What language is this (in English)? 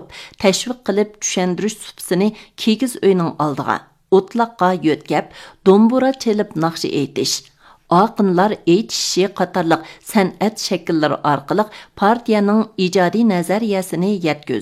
Uyghur